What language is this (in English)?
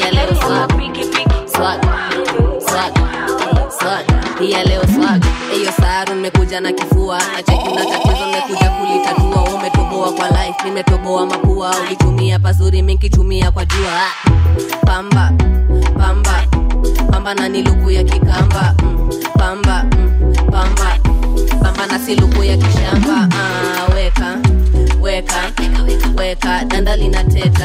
Swahili